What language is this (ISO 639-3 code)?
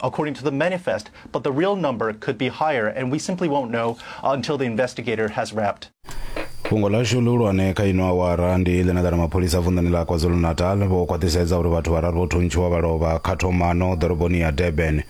ven